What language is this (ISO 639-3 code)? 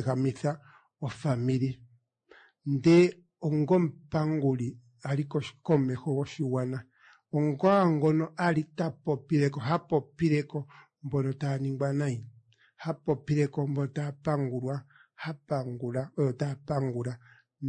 kua